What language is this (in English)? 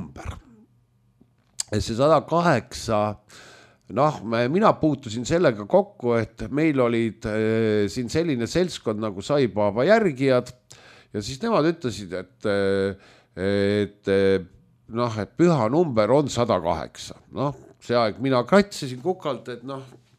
Estonian